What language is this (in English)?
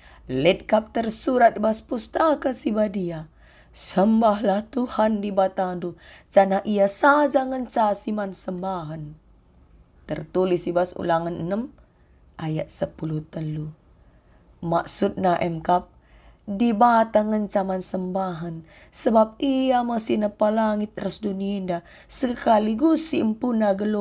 Batak Karo